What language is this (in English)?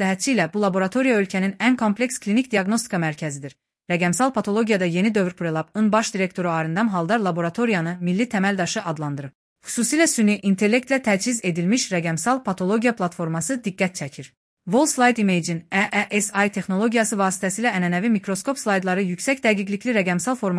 Azerbaijani